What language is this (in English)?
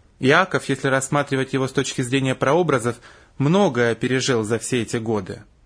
Russian